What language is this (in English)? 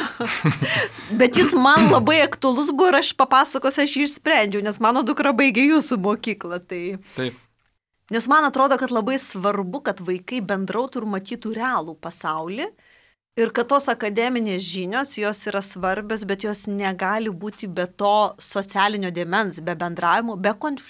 Lithuanian